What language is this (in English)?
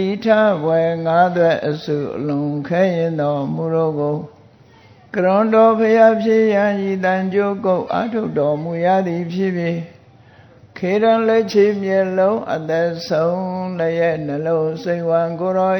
Burmese